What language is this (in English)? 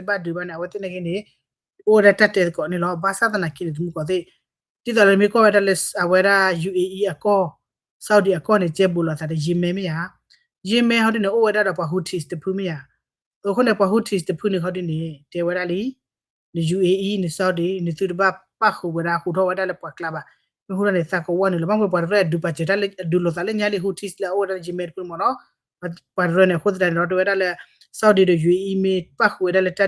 S'gaw Karen